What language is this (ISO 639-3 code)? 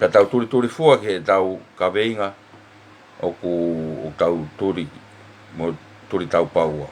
ton